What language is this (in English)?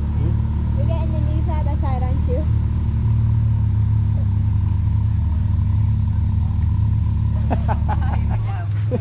English